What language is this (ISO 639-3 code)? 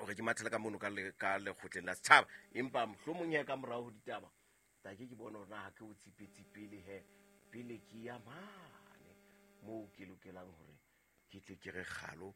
sot